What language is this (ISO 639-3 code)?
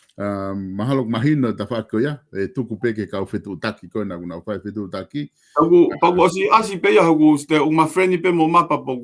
ton